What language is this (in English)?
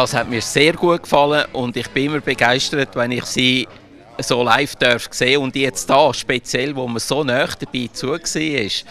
Swiss German